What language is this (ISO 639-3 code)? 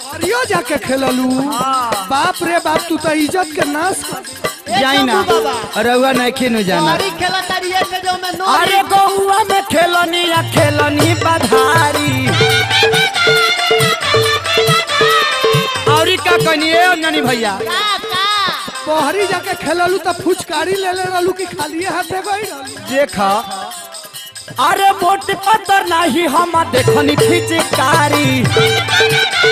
bho